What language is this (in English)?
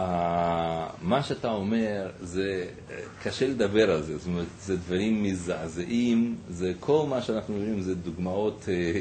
Hebrew